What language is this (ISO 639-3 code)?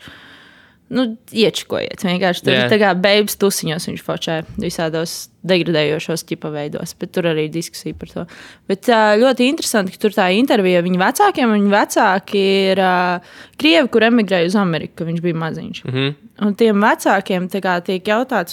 lav